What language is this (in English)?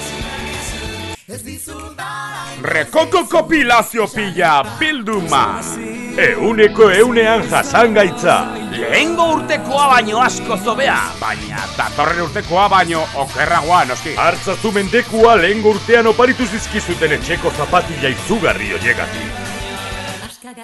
Basque